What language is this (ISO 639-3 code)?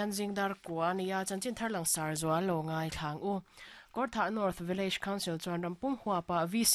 lus